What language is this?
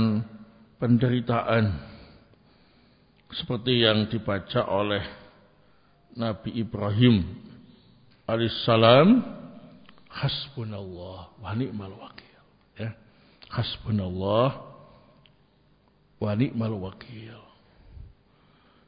Indonesian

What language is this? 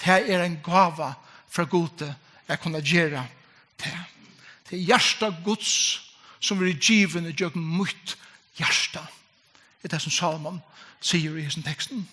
Faroese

